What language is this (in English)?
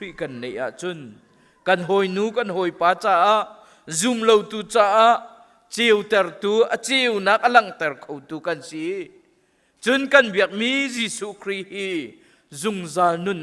Hakha Chin